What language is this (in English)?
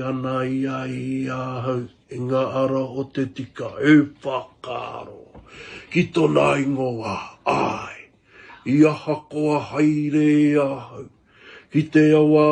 Māori